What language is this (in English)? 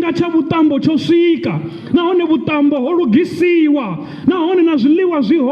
Venda